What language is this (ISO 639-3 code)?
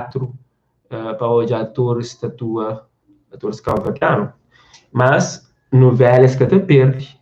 kea